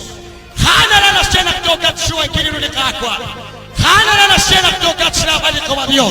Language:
Kekchí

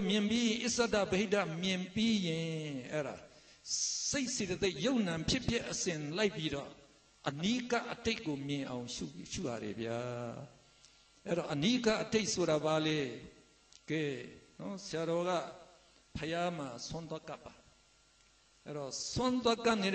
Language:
Burmese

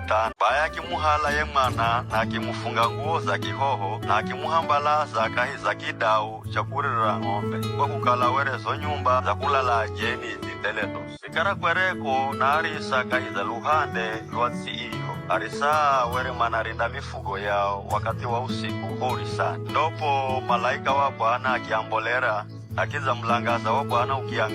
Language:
Giryama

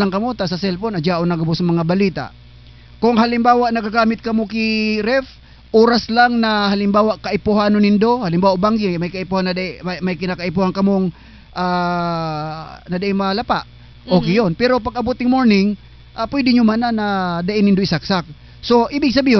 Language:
Southern Catanduanes Bikol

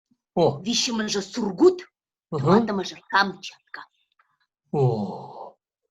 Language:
Chuvash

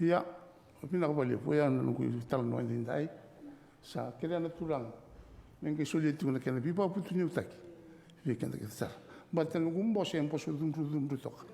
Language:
Fijian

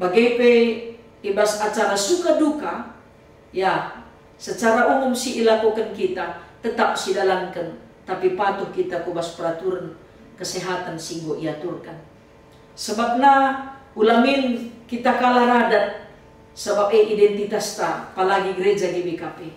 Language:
Batak Karo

